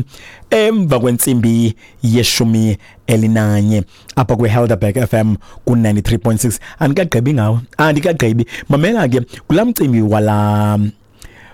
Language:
Xhosa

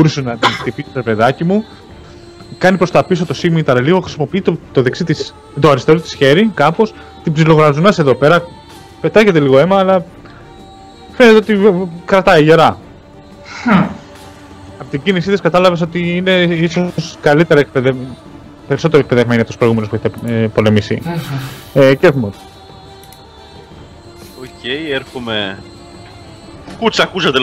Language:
Greek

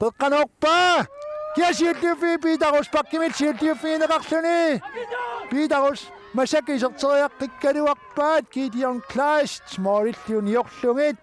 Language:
Kalaallisut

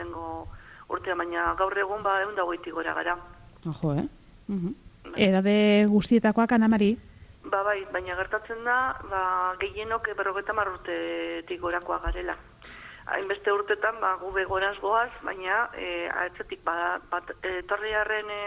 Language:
Basque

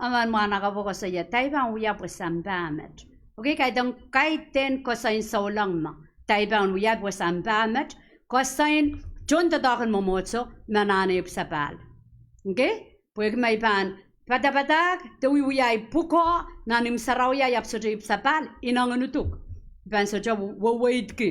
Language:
Pohnpeian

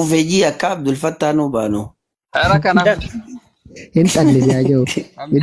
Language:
Oromo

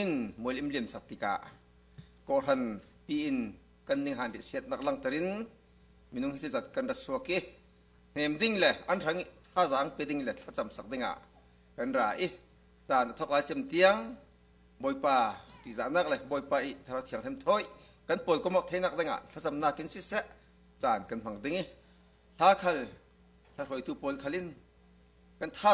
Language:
Falam Chin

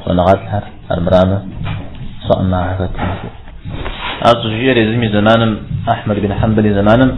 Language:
Kabardian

